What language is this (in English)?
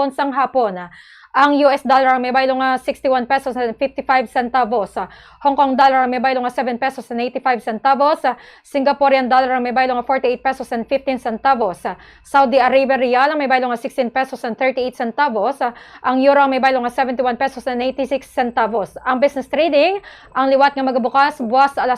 Hiligaynon